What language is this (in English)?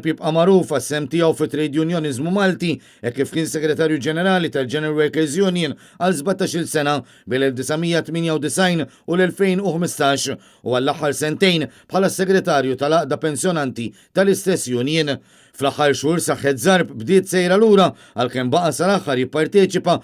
Maltese